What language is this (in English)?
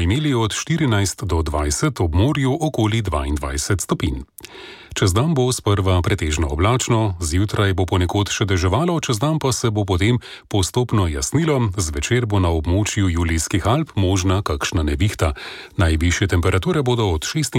Slovenian